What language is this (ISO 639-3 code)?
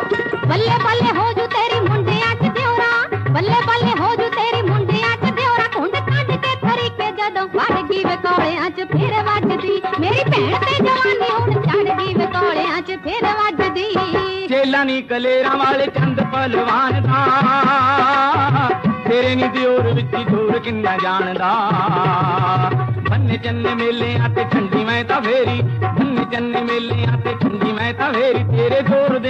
pan